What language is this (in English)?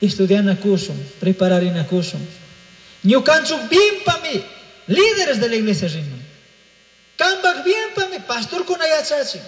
Chimborazo Highland Quichua